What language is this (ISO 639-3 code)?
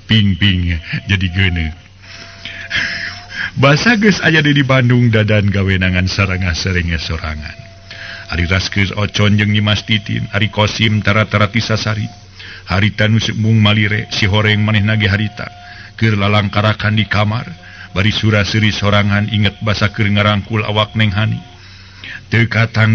sun